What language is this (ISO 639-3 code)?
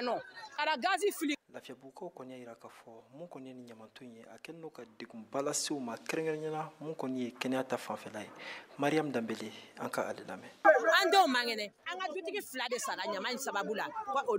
bam